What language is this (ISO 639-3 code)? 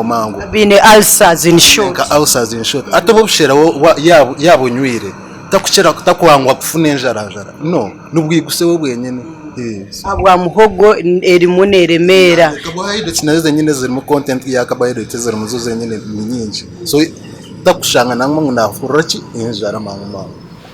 nyn